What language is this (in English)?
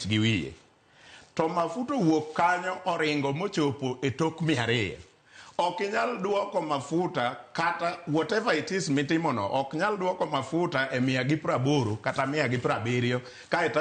Luo (Kenya and Tanzania)